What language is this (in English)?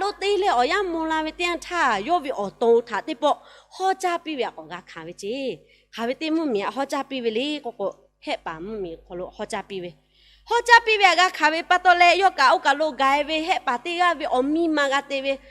Lahu